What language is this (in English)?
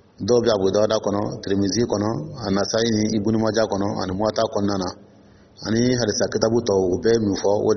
Dyula